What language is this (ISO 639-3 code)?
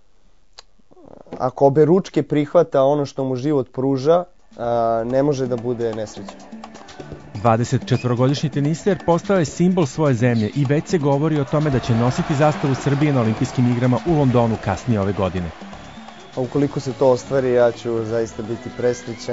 srp